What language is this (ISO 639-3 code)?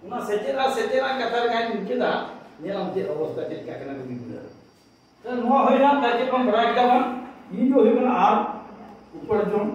sat